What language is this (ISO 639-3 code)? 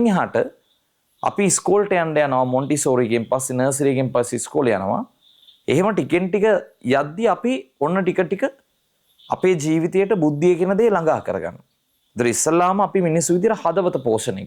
sin